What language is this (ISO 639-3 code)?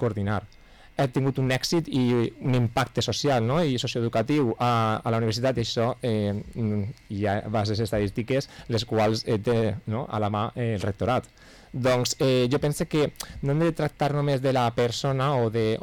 cat